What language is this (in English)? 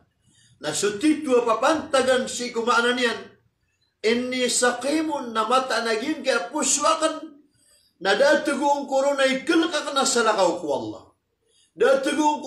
Maranao